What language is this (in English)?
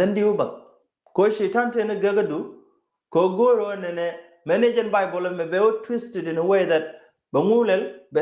Nuer